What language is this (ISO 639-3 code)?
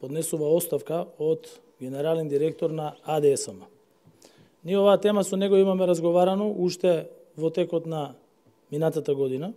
mkd